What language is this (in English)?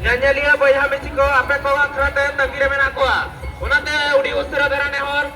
Santali